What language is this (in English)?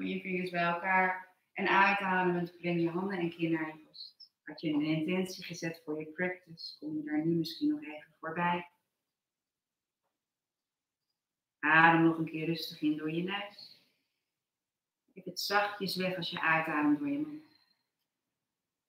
Dutch